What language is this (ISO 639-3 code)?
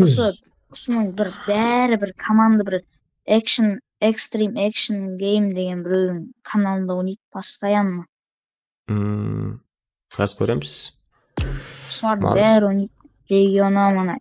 kaa